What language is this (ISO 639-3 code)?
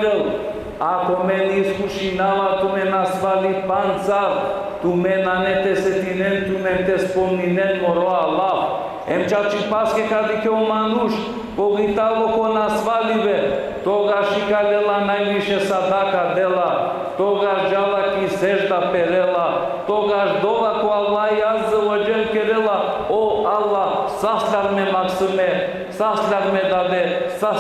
rmn